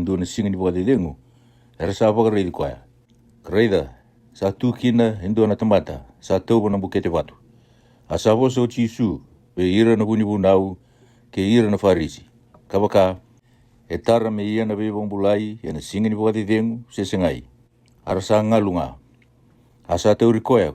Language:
Fijian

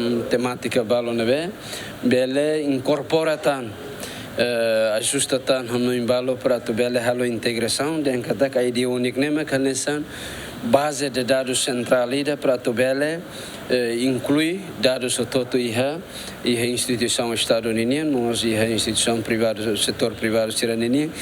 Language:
Tetum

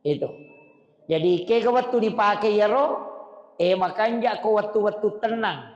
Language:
Buginese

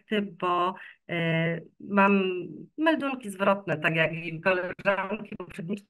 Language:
Polish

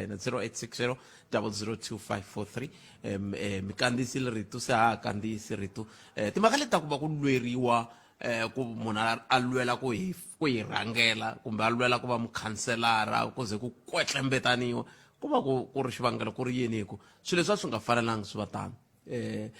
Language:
Tsonga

